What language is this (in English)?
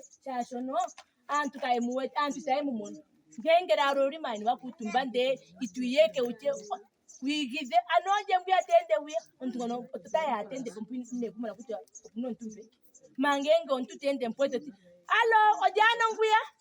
Ndonga